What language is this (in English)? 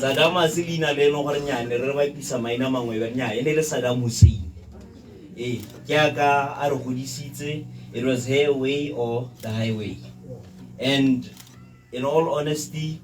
Tswana